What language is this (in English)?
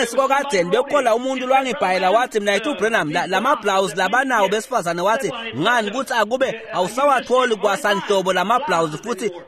Swati